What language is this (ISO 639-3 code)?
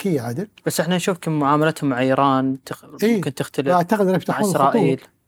afb